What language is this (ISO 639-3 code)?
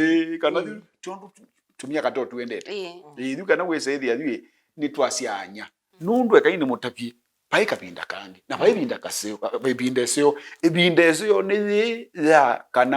kam